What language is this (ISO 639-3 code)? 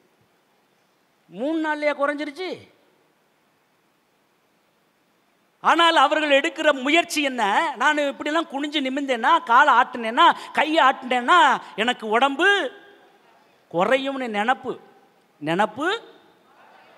tam